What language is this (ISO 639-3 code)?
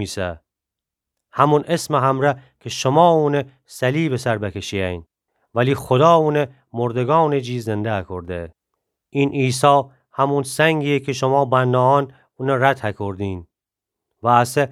glk